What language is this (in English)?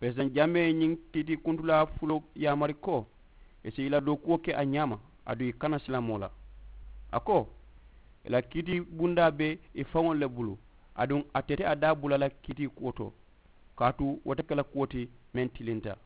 Mandingo